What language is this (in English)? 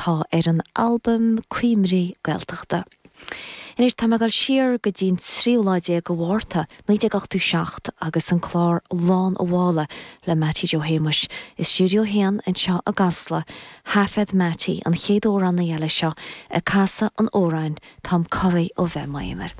Irish